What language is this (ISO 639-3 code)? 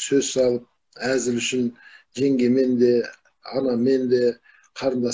kaz